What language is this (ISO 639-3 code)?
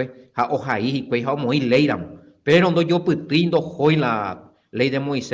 grn